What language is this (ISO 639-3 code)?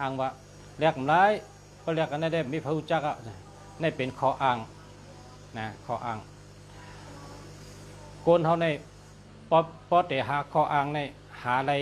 shn